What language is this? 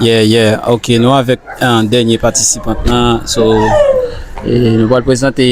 Haitian Creole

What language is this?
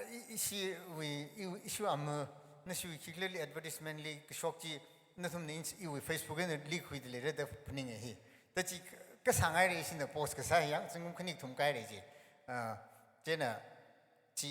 Tangkhul Naga (India)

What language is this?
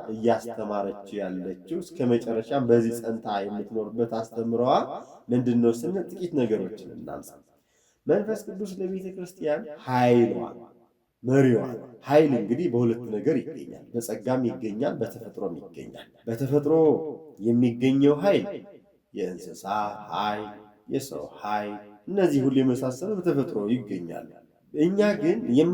Amharic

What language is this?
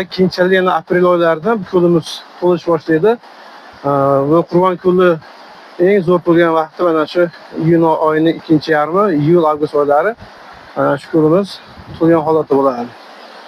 Uzbek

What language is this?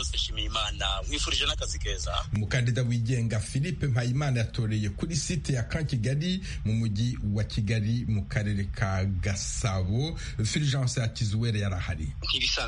Kinyarwanda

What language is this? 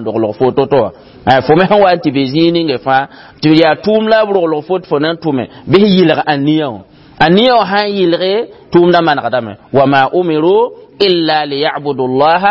Mossi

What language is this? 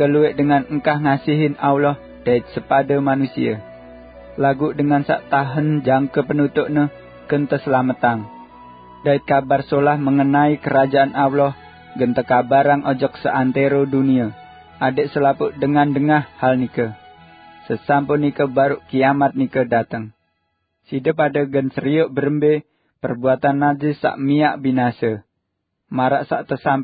Sasak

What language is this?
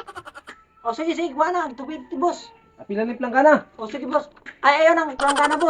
Cebuano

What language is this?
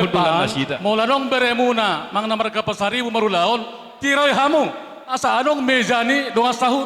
Batak Toba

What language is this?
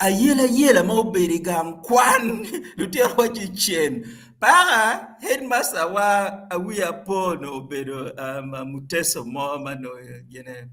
Acoli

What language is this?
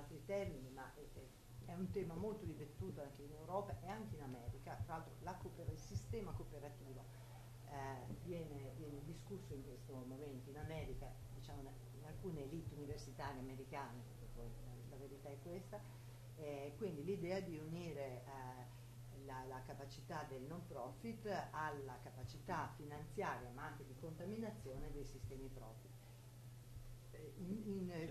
Italian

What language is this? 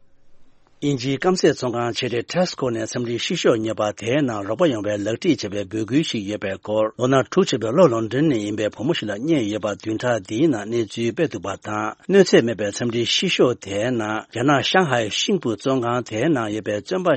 Tibetan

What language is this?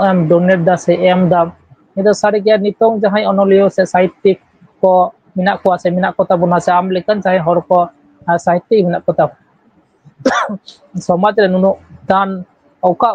Santali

